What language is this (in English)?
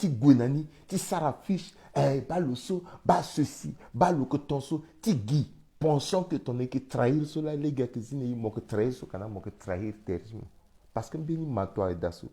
Sango